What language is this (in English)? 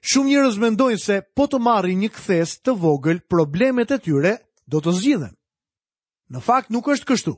Albanian